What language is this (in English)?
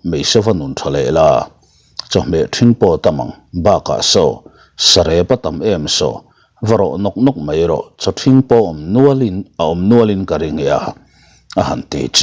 Mizo